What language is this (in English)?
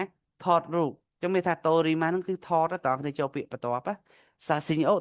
Khmer